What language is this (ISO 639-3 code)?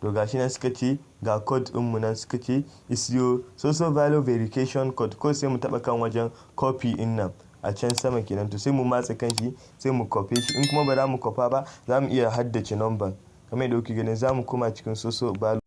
hau